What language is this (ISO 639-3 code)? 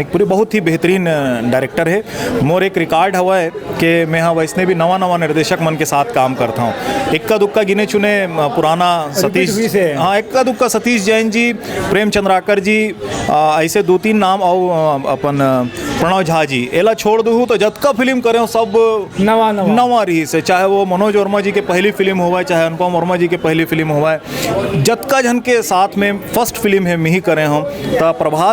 hne